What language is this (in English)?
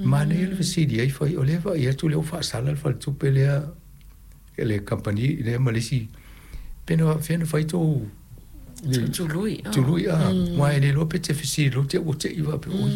Samoan